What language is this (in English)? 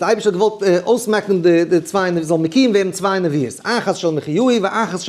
Yiddish